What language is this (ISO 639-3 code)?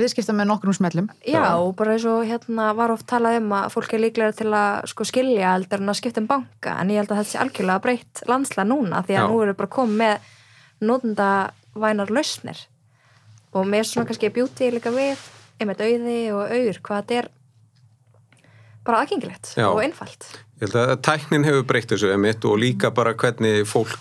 isl